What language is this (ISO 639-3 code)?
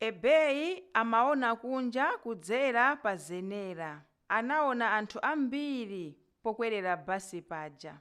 nya